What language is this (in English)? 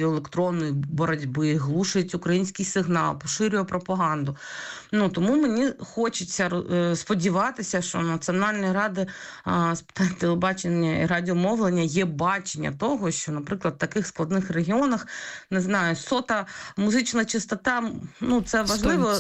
Ukrainian